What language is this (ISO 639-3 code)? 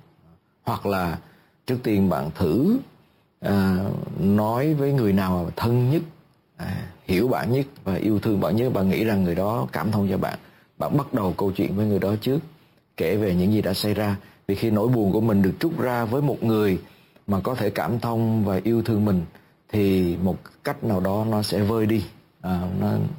vie